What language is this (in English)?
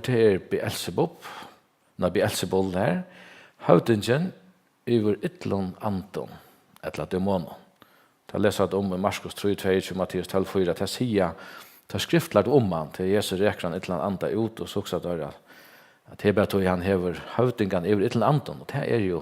Faroese